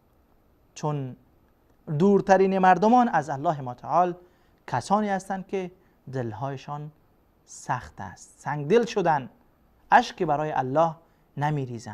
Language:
Persian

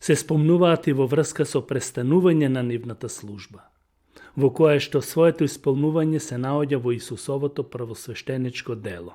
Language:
Macedonian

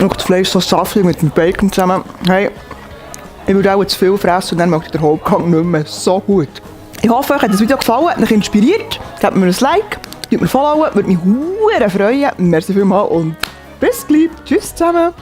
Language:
Swiss German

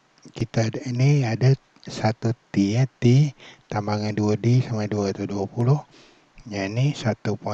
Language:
Malay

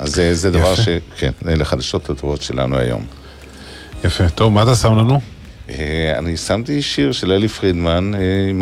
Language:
Hebrew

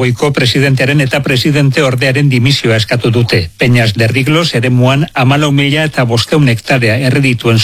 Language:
Basque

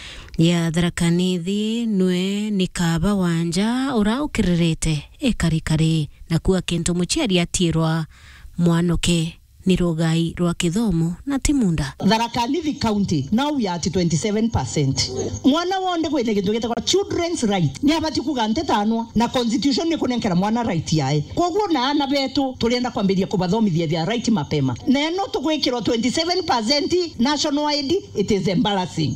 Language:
Meru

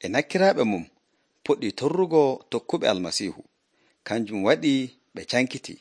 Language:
Nigerian Fulfulde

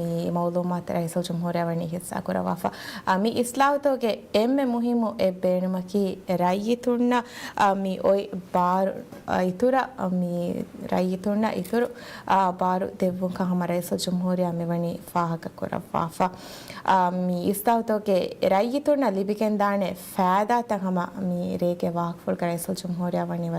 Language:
Divehi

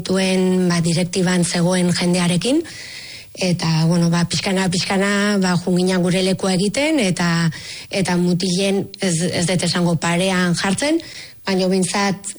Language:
Basque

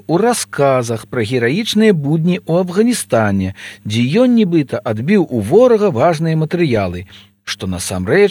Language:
Belarusian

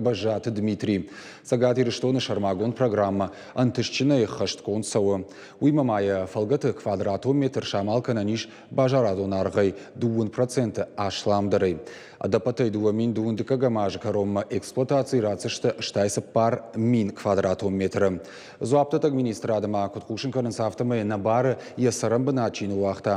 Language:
Ossetic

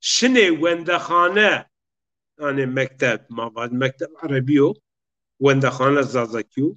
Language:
Zaza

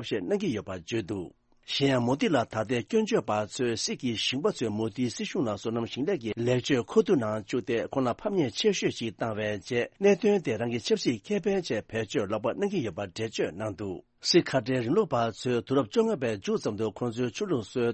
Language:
Tibetan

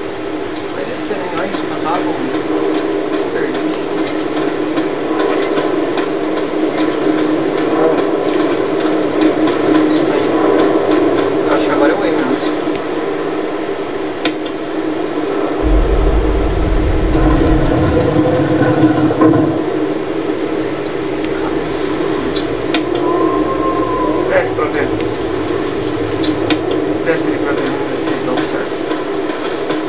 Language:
Portuguese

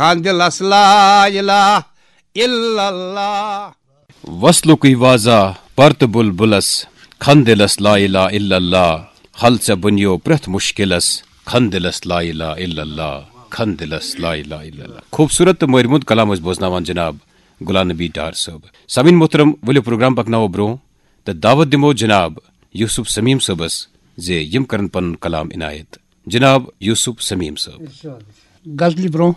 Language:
Kashmiri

